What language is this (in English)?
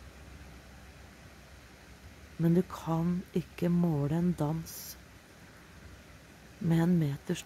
Norwegian